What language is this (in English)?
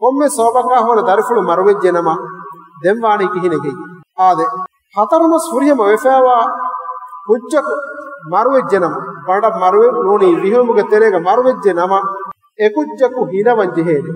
Divehi